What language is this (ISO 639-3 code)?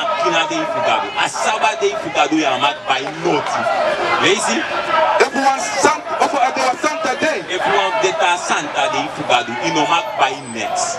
srn